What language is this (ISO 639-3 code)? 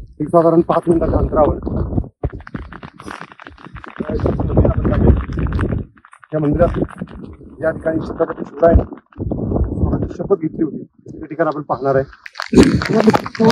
mar